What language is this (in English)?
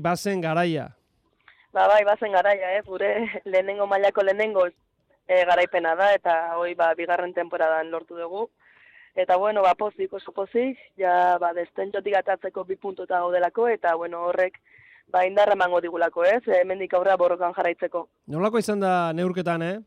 Basque